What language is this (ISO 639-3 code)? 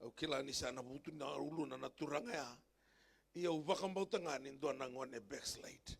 fij